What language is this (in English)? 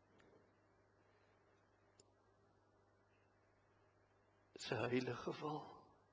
Afrikaans